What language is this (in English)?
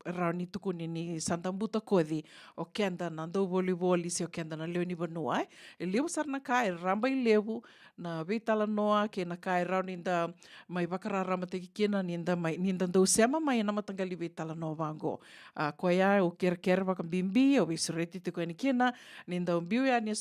Fijian